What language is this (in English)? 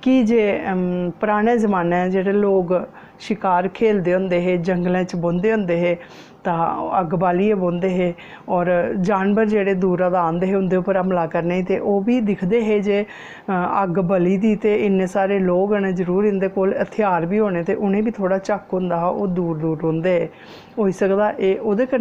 Dogri